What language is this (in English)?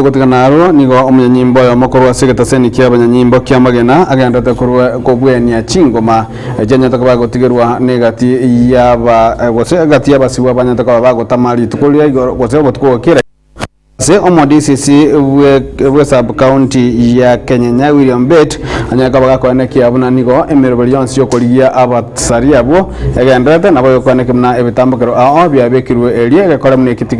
Gusii